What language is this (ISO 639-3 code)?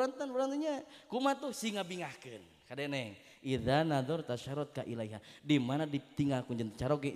sun